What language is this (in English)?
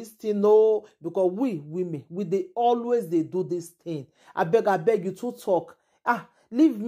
Nigerian Pidgin